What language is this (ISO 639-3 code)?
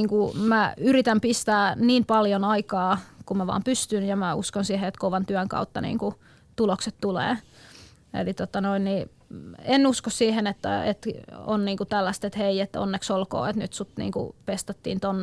fin